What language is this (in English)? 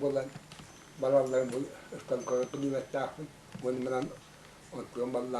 Yakut